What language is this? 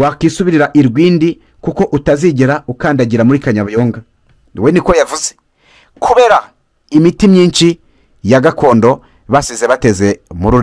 Kinyarwanda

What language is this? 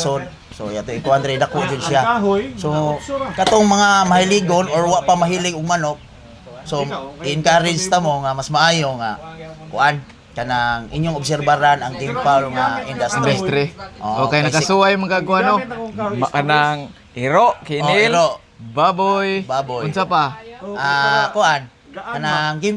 Cebuano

